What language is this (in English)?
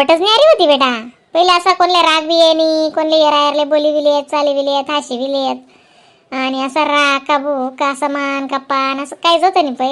Khandesi